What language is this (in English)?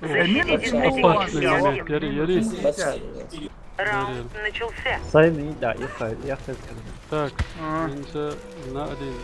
Chechen